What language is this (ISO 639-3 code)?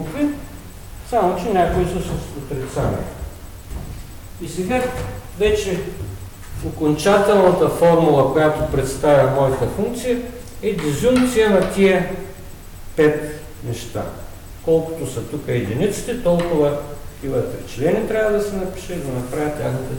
bul